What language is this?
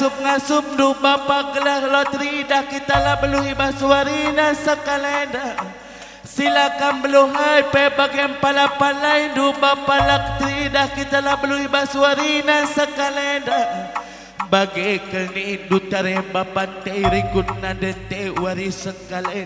Batak Karo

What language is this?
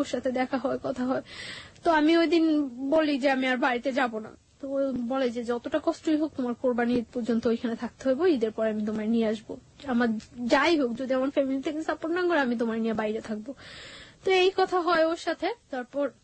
Bangla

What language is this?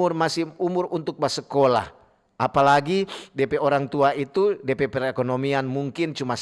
Manado Malay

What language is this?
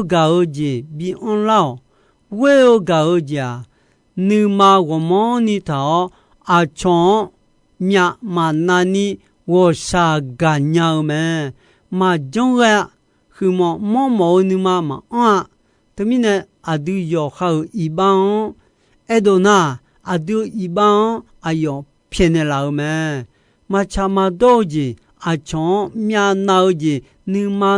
Akha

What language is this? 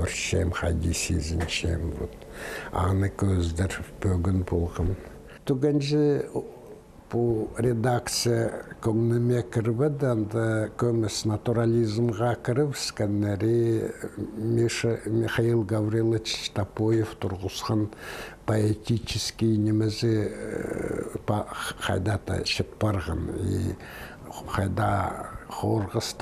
Khakas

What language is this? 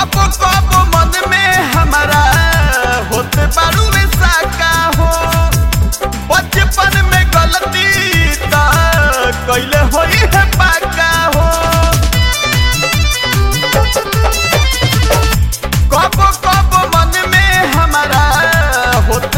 Bhojpuri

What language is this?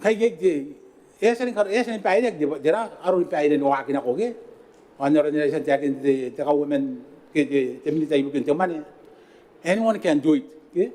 Gilbertese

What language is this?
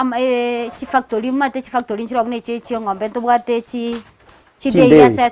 Gusii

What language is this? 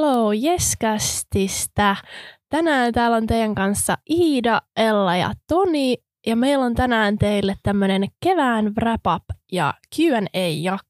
Finnish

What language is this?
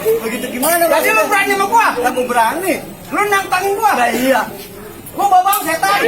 Betawi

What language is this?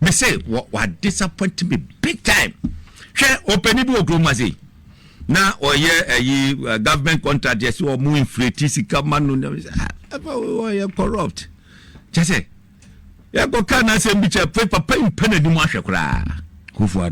Akan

